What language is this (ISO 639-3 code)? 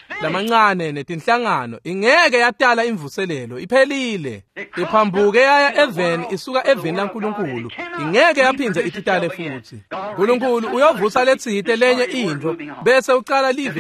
ssw